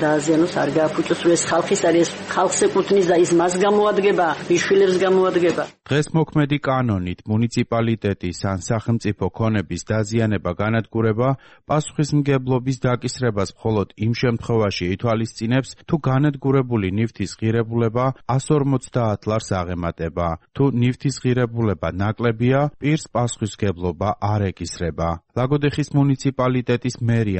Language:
Georgian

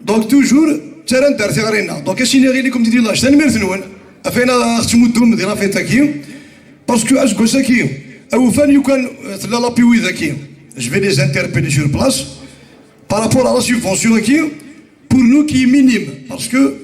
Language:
Kabyle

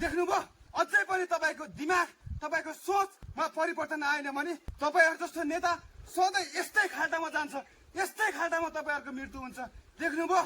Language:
Nepali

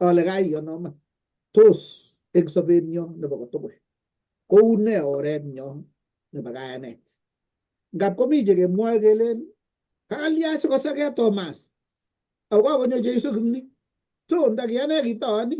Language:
Kalenjin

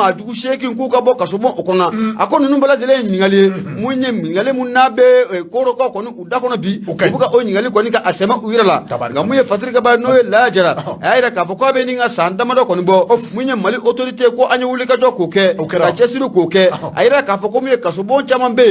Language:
Bambara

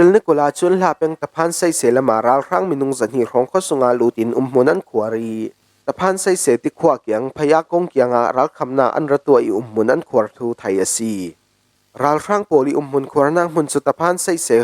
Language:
Falam Chin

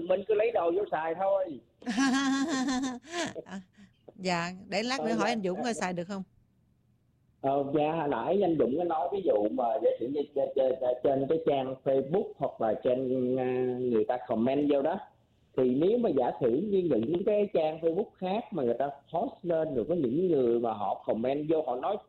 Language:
Vietnamese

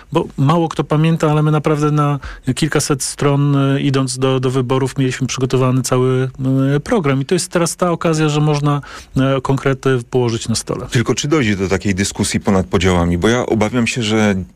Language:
Polish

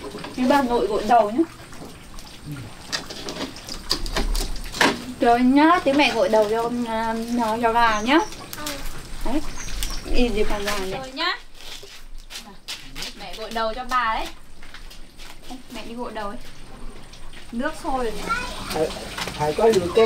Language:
Vietnamese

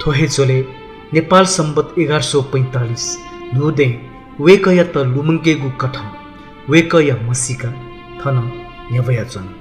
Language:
Newari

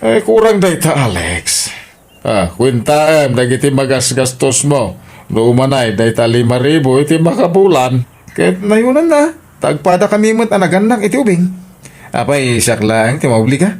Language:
Iloko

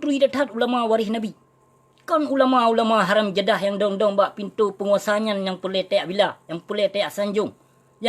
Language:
Achinese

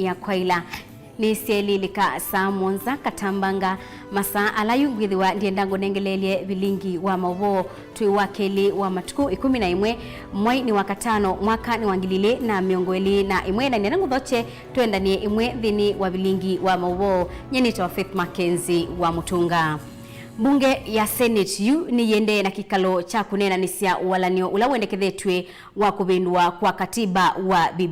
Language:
Kamba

